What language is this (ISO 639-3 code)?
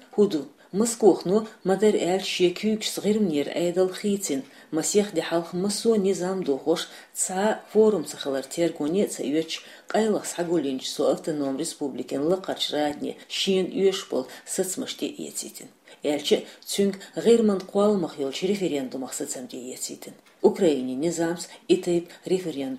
che